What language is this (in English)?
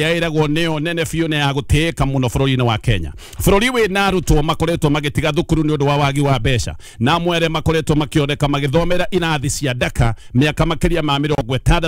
Kikuyu